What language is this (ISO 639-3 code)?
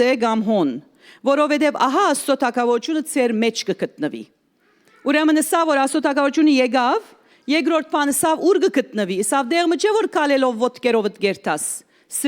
hyw